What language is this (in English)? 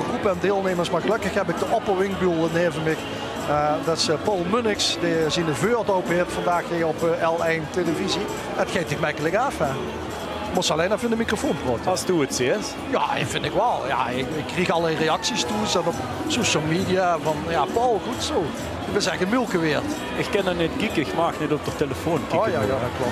Limburgish